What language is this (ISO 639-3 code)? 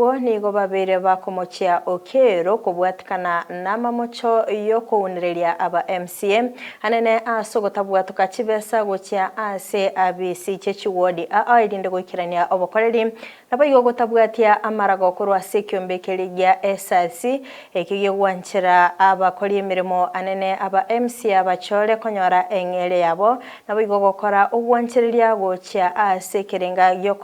guz